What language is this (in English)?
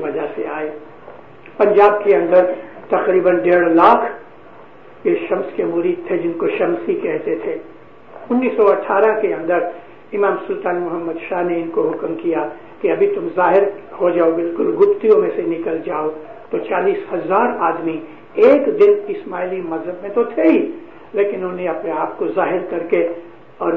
Urdu